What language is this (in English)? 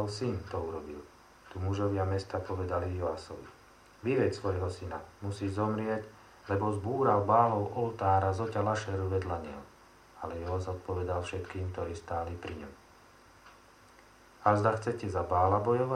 Slovak